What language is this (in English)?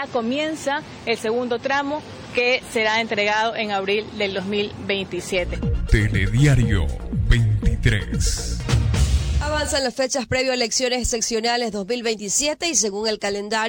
Spanish